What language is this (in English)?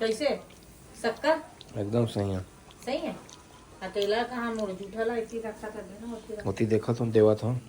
Chhattisgarhi